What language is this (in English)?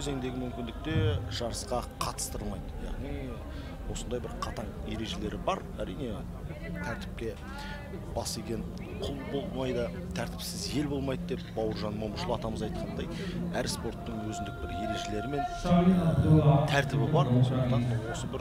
Kazakh